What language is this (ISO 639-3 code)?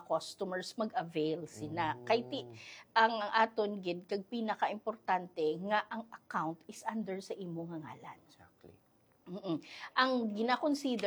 hil